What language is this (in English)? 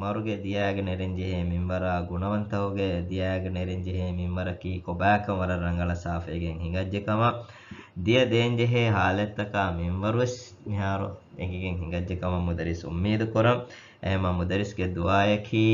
Divehi